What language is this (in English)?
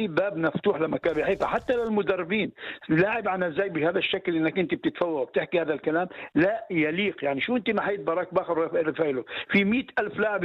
North Levantine Arabic